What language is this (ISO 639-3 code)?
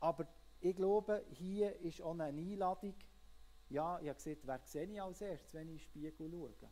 gsw